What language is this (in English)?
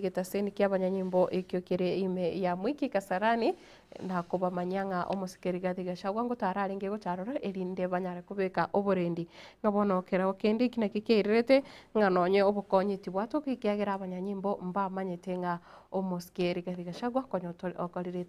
Gusii